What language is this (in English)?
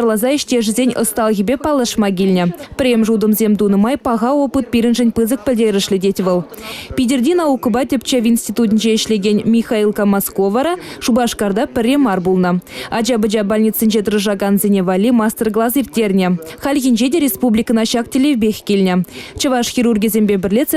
Chuvash